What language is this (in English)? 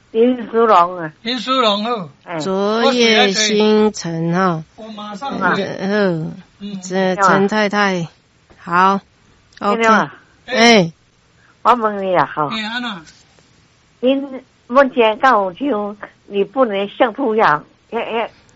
Min Nan Chinese